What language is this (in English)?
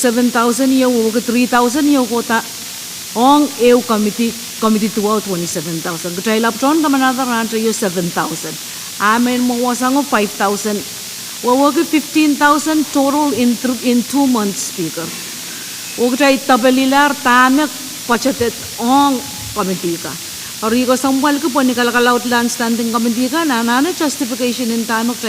Pohnpeian